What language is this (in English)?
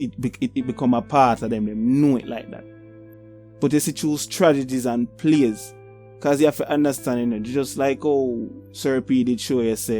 Jamaican Creole English